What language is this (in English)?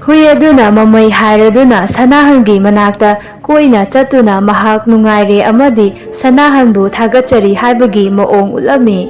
Manipuri